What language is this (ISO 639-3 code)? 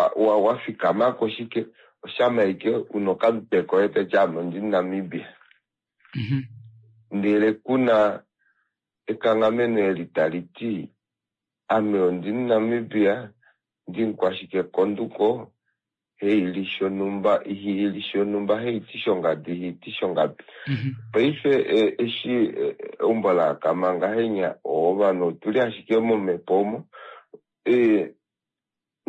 kua